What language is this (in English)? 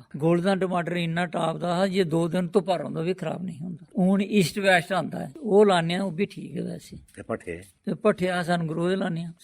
Dogri